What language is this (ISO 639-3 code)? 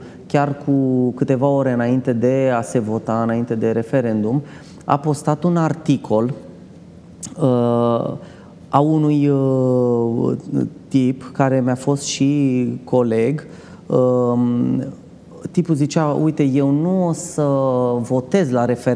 ron